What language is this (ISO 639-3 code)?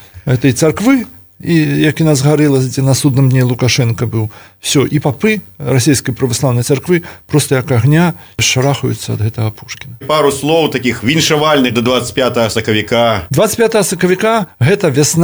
bel